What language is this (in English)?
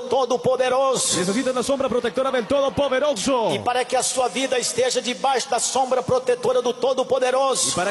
Portuguese